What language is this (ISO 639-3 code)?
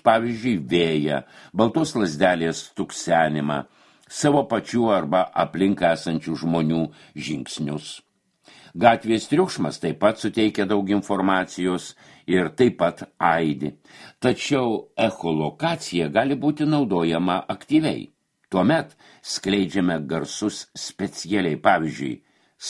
lit